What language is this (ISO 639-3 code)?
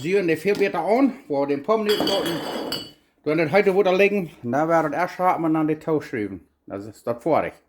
pdt